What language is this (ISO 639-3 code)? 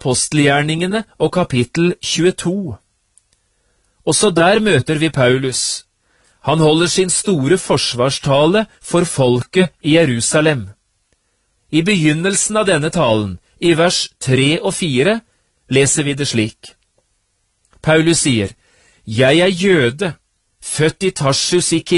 nor